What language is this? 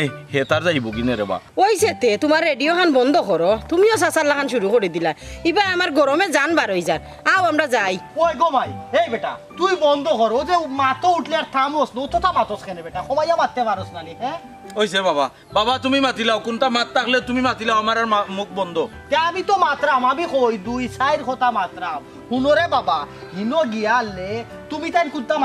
Sylheti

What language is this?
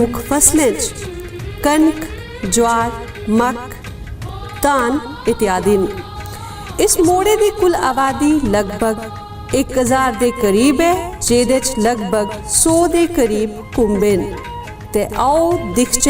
Dogri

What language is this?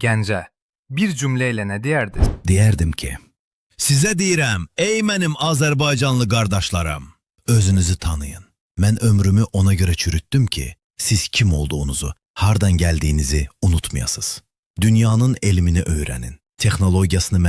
Azerbaijani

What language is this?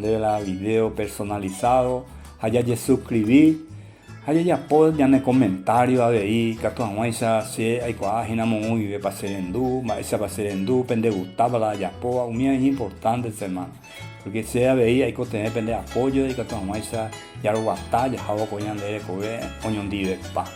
Guarani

